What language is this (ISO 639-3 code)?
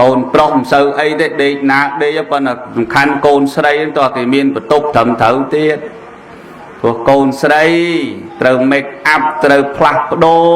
khm